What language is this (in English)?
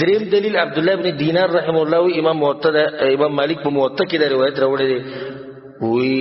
Pashto